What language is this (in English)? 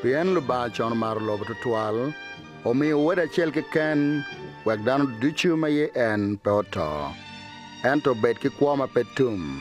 Acoli